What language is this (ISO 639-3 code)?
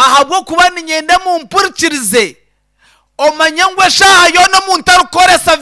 nyn